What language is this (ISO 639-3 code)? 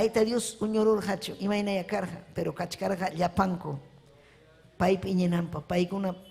quy